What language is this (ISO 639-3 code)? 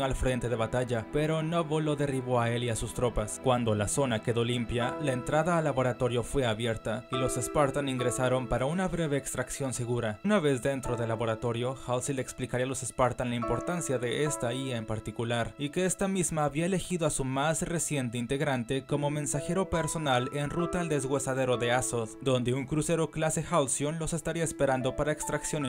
spa